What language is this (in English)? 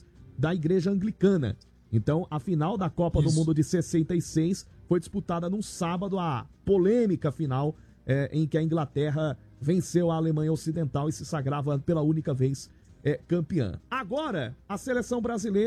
Portuguese